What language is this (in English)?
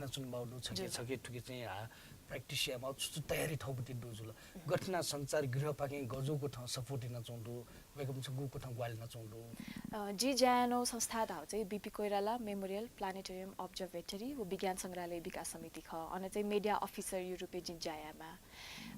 Newari